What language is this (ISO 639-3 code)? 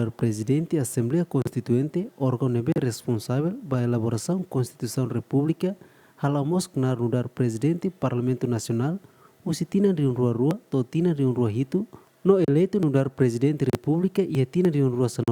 tet